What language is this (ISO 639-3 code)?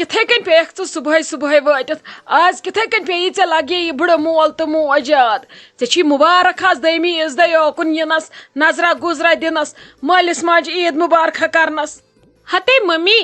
kas